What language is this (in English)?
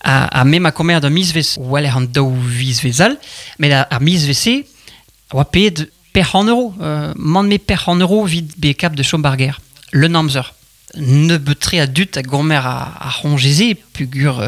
Breton